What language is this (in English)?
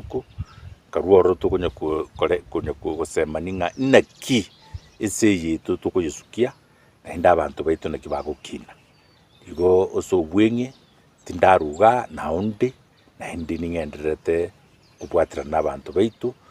Gusii